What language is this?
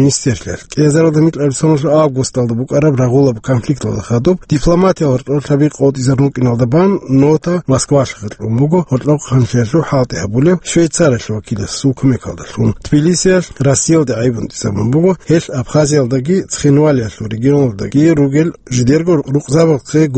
Avaric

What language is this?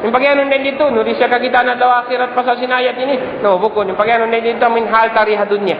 Tausug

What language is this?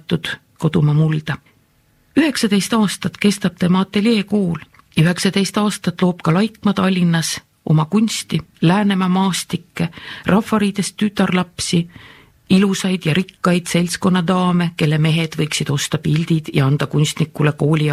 Estonian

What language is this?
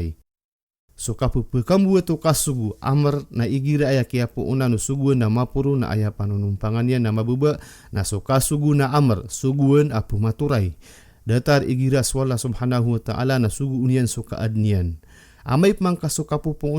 Maranao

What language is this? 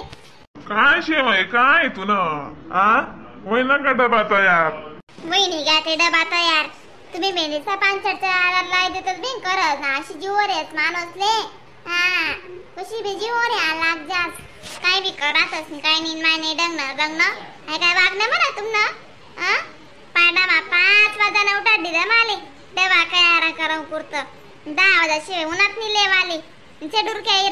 Khandesi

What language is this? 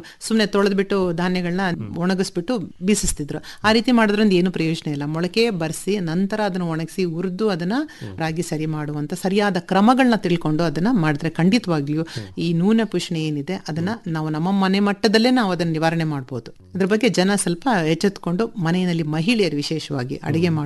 Kannada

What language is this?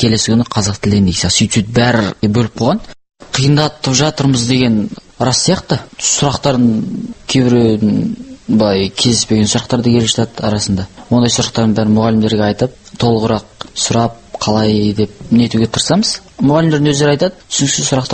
Kazakh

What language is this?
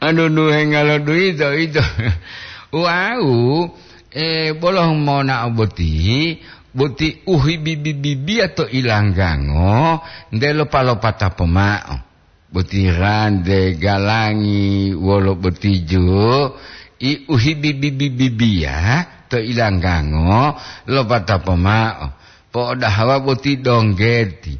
Gorontalo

